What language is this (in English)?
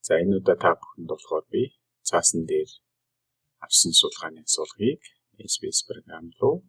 Mongolian